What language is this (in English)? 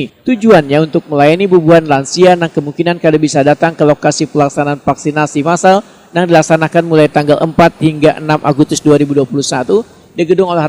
Banjar